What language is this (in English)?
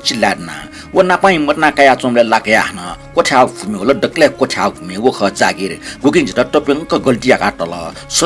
Newari